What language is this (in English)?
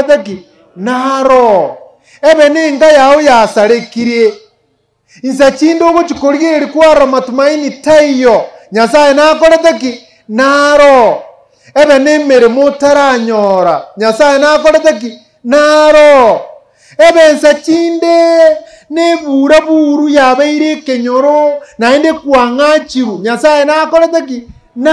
Gusii